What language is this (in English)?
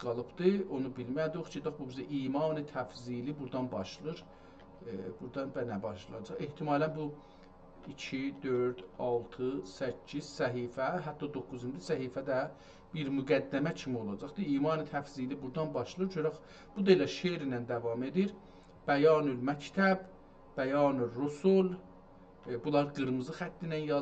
South Azerbaijani